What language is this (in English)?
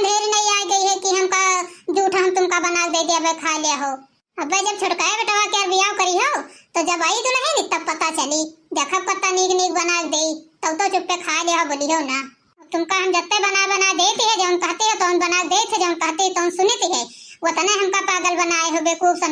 Awadhi